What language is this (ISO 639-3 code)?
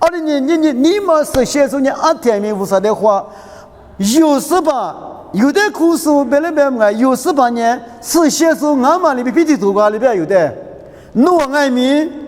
lis